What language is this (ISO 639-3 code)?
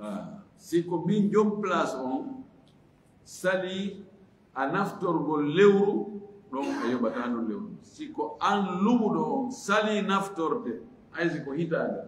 ful